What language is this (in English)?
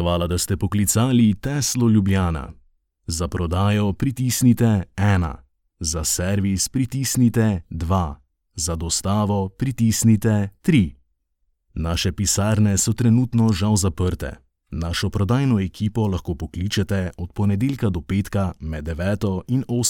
Slovenian